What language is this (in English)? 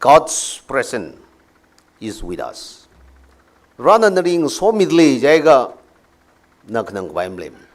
Tangkhul Naga (India)